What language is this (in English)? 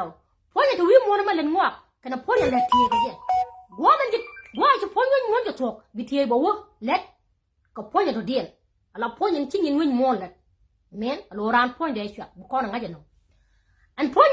Nuer